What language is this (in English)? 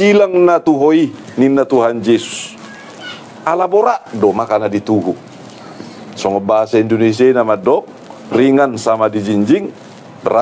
Batak Toba